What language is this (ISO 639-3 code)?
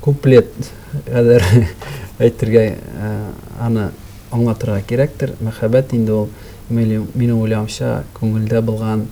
tat